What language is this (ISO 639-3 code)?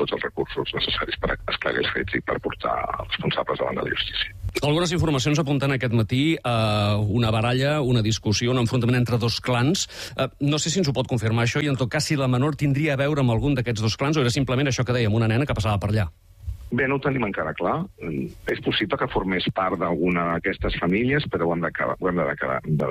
cat